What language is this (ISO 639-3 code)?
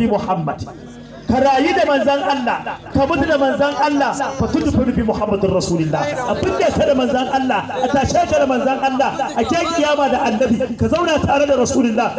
hau